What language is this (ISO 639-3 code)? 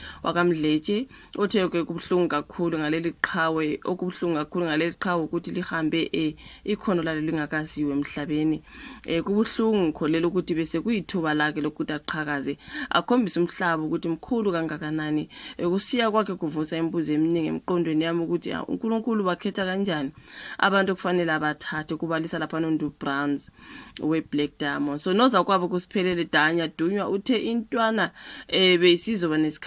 zul